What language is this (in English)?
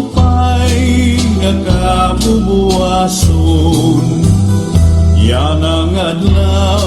Waray